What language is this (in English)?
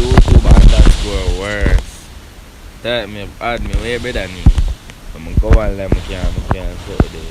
Jamaican Creole English